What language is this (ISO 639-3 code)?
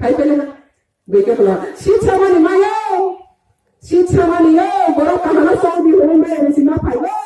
ria